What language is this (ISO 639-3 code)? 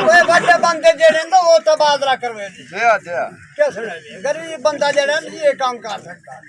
skr